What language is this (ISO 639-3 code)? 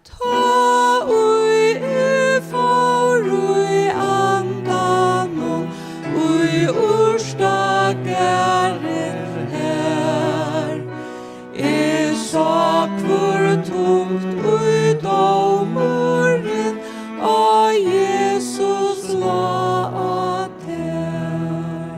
fao